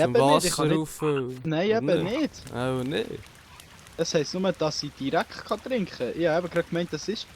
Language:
Swiss German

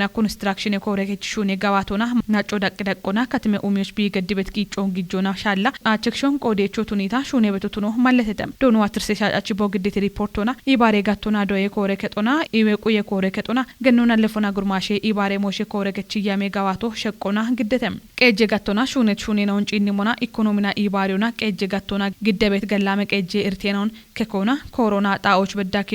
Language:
Kafa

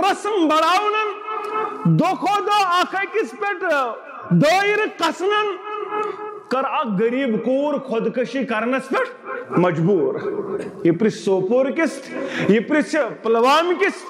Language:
Kashmiri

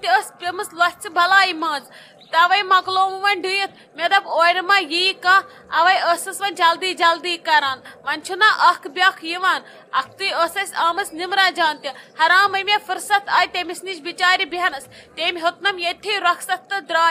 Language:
Kashmiri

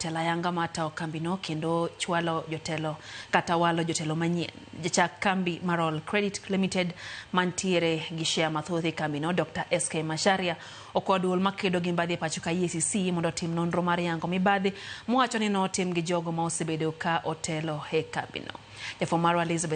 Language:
Luo (Kenya and Tanzania)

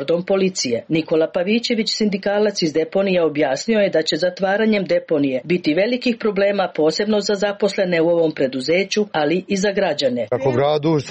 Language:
Serbian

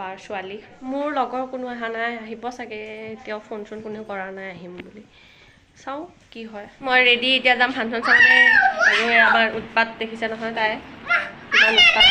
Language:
Assamese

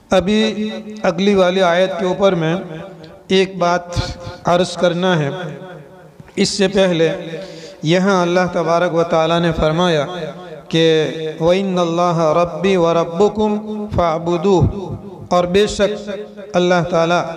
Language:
Urdu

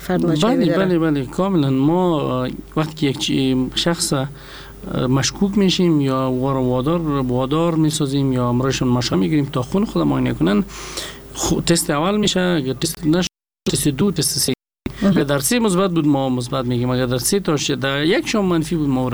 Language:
Persian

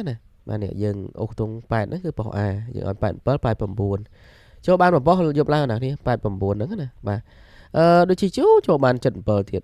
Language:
Khmer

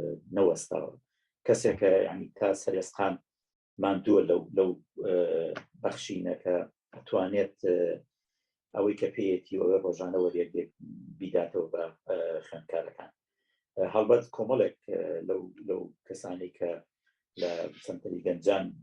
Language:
Central Kurdish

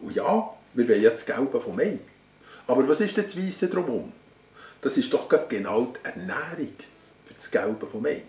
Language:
Swiss German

